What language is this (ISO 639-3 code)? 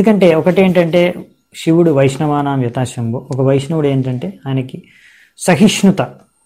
tel